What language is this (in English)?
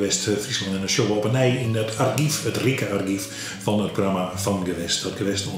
Western Frisian